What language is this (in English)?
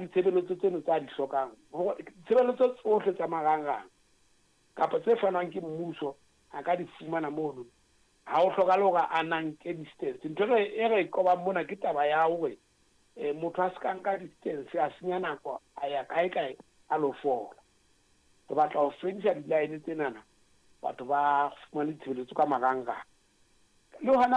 Southern Sotho